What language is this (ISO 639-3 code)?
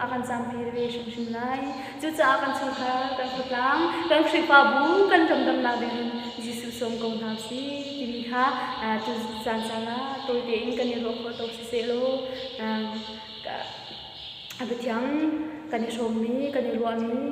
cnh